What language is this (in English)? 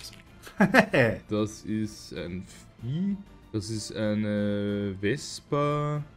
German